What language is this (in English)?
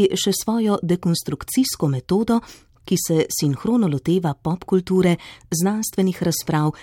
Slovenian